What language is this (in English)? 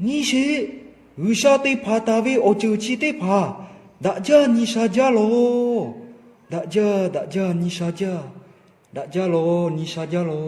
Lahu